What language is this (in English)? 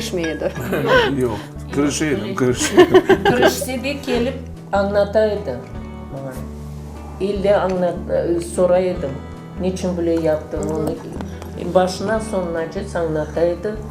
Crimean Tatar